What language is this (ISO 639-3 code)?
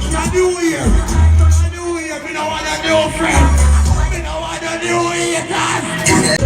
jam